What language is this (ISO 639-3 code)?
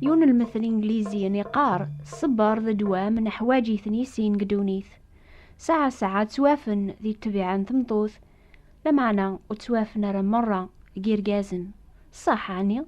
kab